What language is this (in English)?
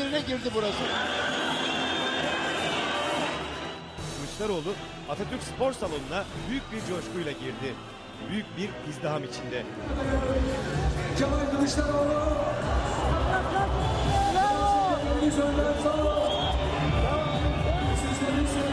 Turkish